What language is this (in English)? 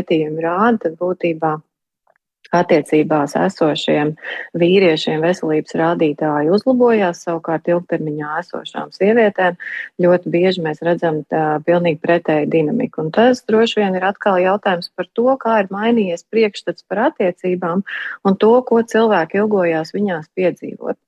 Latvian